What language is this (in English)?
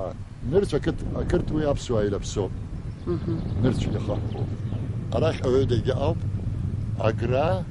Abkhazian